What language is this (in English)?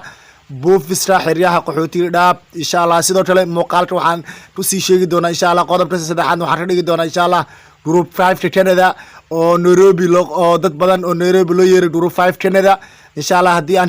Somali